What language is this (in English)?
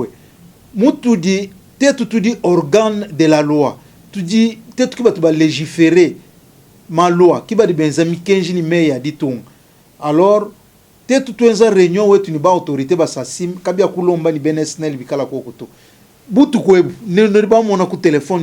Luba-Lulua